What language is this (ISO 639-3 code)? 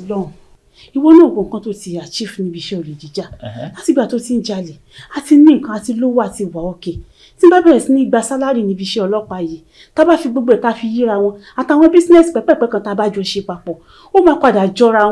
yor